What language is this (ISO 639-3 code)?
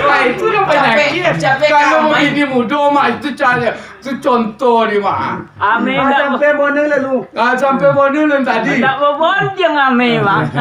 min